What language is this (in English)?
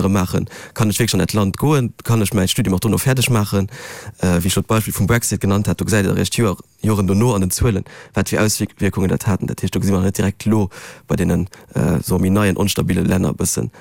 Luxembourgish